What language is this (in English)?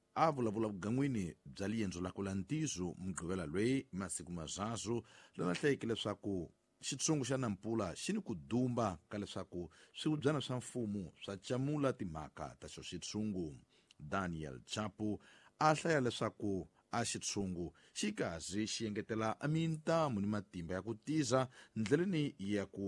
Tsonga